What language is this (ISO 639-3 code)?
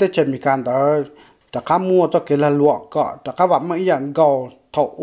hmn